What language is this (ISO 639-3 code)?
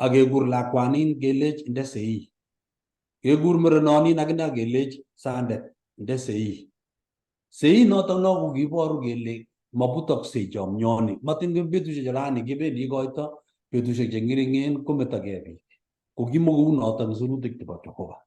kln